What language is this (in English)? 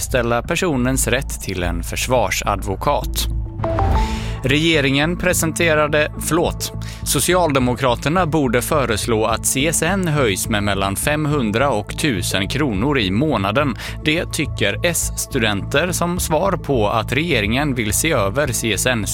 Swedish